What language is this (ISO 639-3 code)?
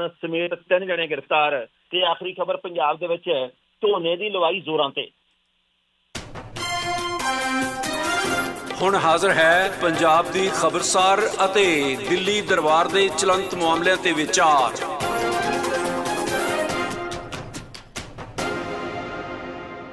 pan